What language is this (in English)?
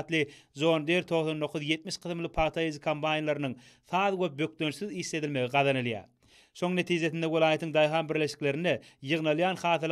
Turkmen